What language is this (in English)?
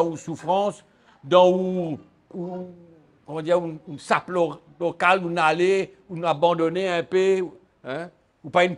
Morisyen